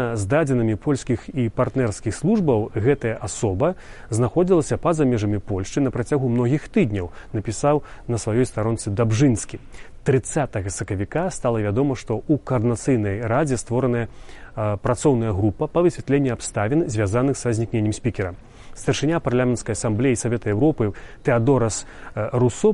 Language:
Belarusian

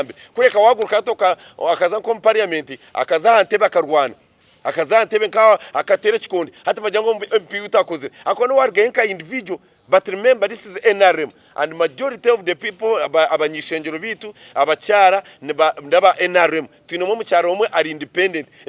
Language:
Nyankole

